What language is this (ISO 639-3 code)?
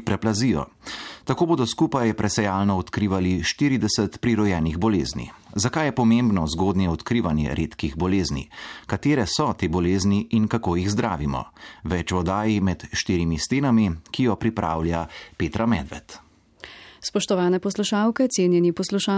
slv